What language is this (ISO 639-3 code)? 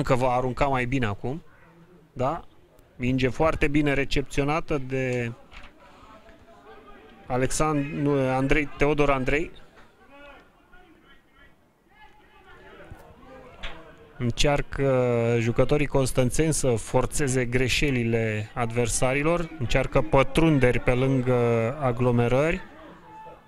ron